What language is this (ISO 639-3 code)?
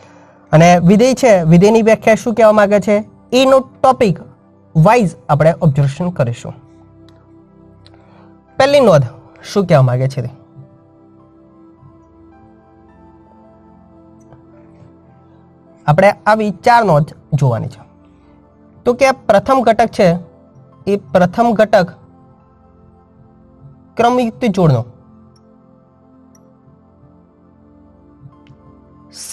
guj